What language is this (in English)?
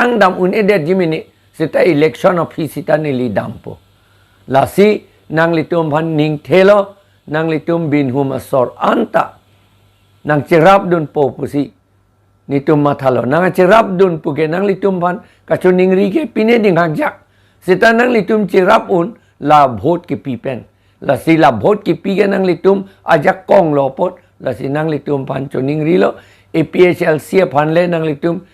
Karbi